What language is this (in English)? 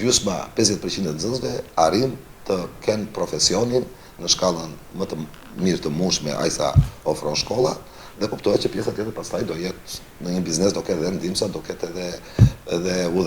Albanian